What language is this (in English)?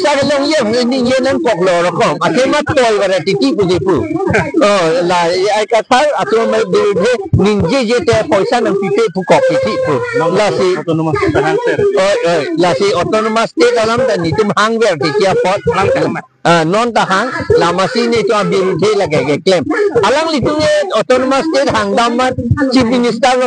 Karbi